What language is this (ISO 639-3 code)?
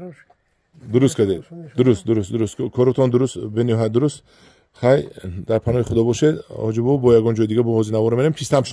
tgk